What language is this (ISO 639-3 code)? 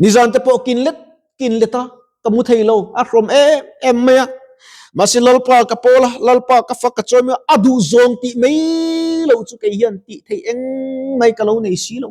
lus